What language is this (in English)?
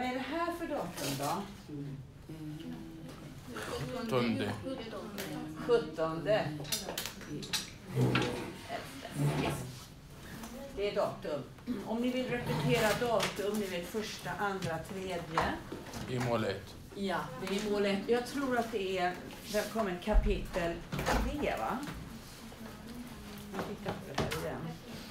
Swedish